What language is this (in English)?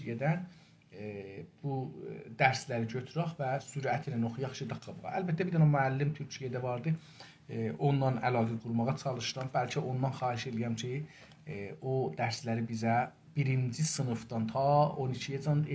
South Azerbaijani